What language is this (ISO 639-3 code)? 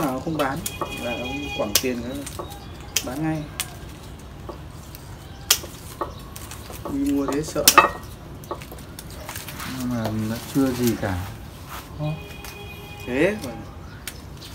vie